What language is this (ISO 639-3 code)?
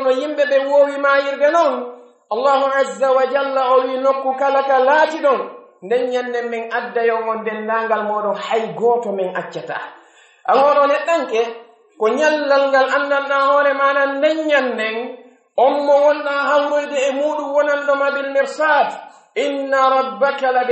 fuf